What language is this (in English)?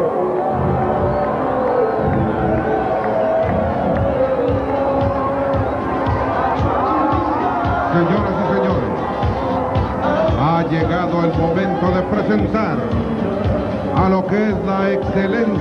Spanish